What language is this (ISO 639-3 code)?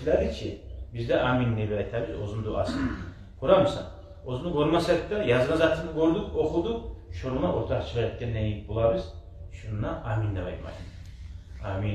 kum